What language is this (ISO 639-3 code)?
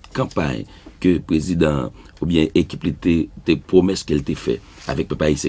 hat